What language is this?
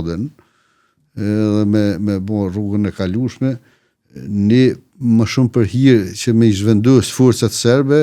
Albanian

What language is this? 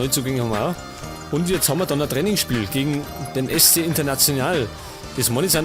Bavarian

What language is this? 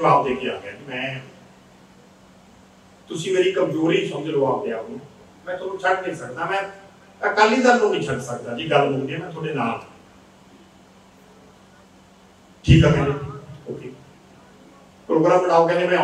Punjabi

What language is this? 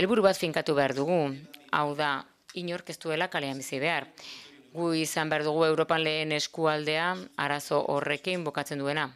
Basque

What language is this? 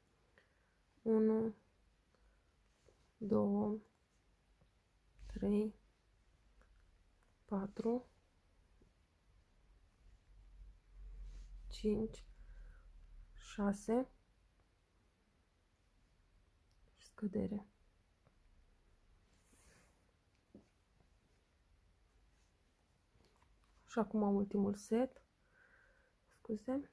Romanian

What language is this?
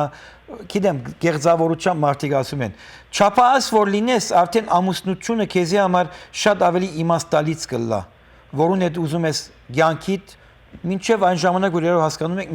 Western Armenian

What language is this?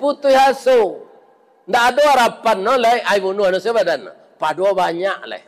Minangkabau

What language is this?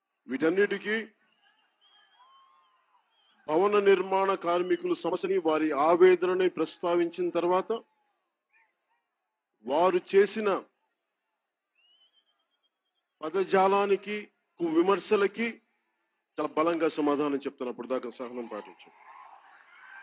Telugu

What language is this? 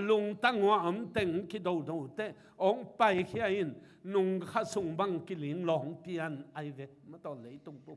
Tedim Chin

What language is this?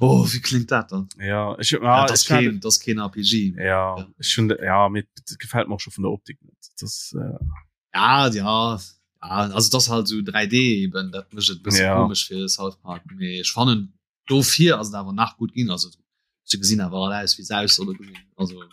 Luxembourgish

